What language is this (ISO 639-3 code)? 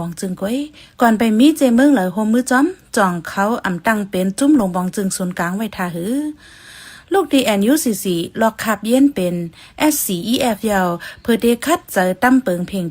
shn